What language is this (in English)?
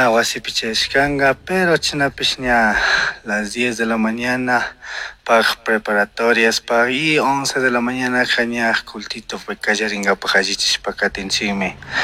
Chimborazo Highland Quichua